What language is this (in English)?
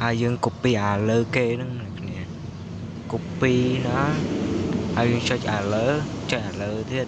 Khmer